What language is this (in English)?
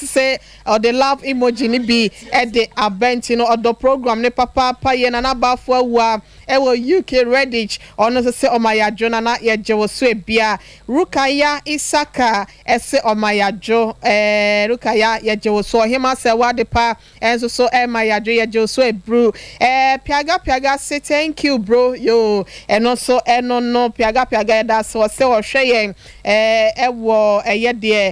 Akan